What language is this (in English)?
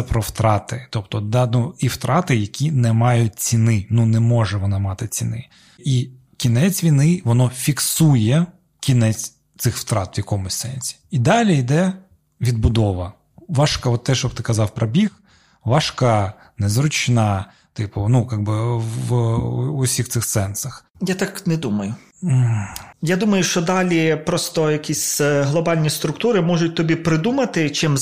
Ukrainian